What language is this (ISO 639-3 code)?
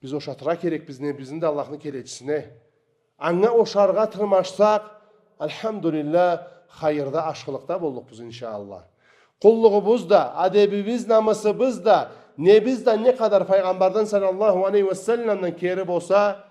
krc